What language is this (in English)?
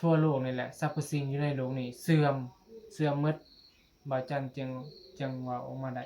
Northeastern Thai